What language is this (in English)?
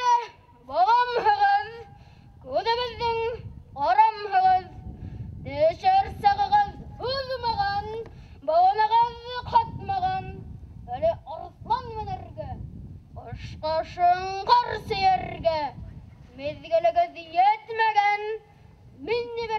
Bashkir